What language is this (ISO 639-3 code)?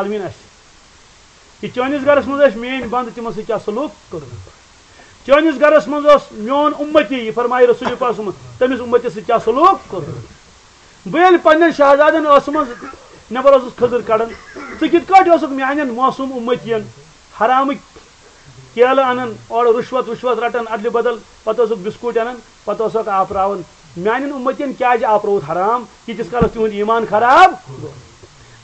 kas